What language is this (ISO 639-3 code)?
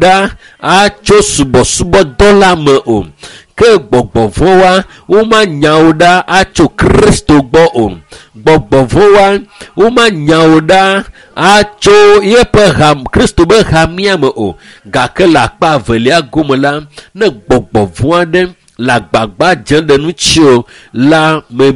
ewe